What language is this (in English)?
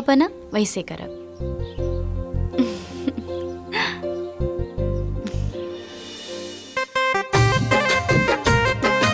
Bhojpuri